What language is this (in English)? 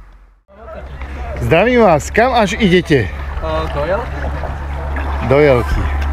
Slovak